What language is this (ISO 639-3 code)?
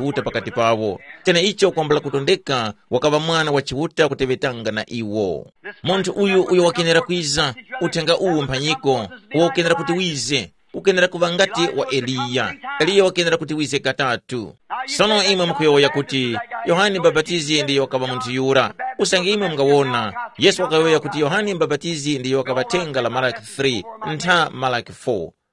tum